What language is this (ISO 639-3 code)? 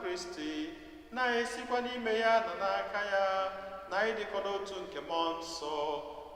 ibo